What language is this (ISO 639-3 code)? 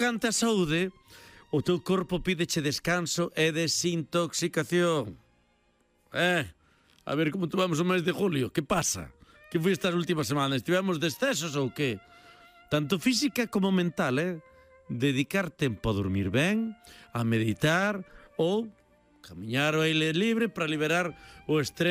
glg